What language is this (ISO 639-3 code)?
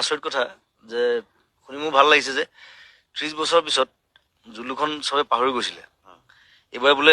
asm